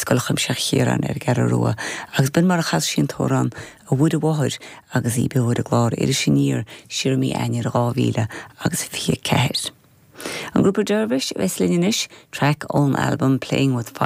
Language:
Irish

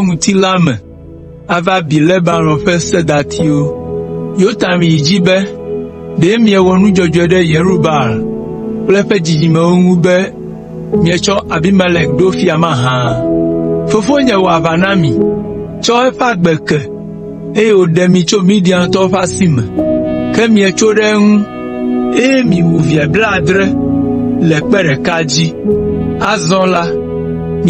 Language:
Ewe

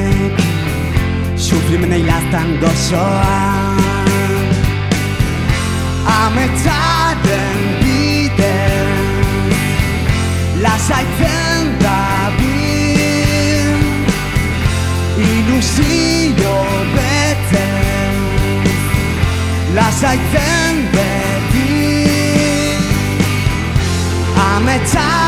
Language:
Basque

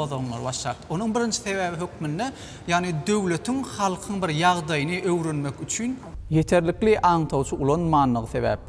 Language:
Turkmen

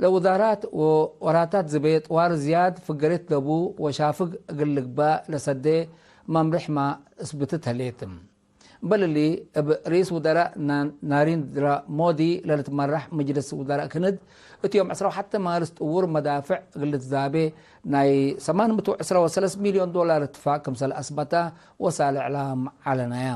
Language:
Tigre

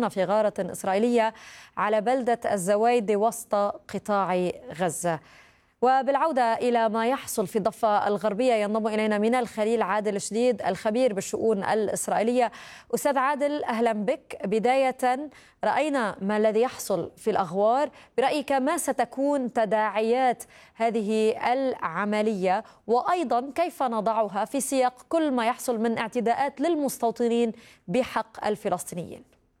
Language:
Arabic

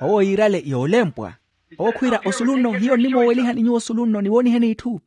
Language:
Makhuwa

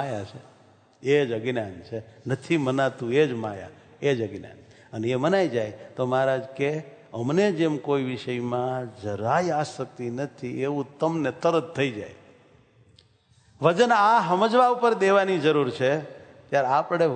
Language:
Gujarati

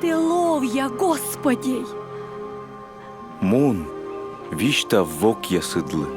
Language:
Komi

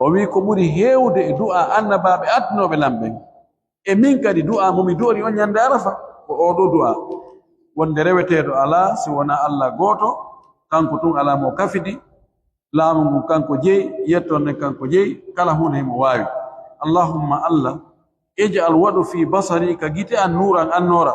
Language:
Pular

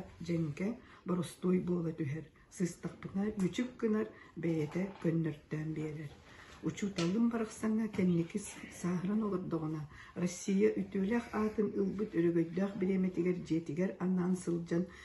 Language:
Yakut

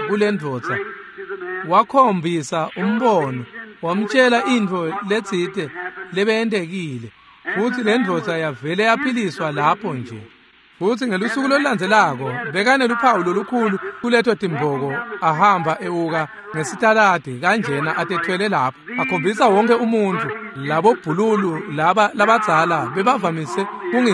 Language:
Swati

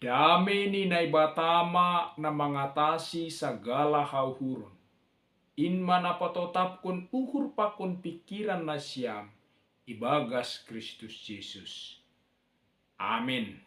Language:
Batak Simalungun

